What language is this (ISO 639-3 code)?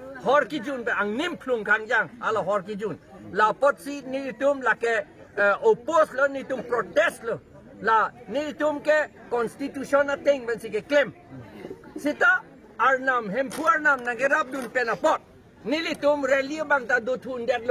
mjw